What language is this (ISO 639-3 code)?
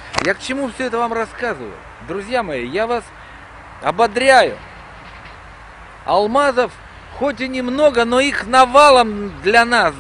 rus